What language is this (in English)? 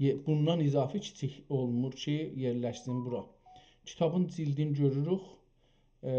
South Azerbaijani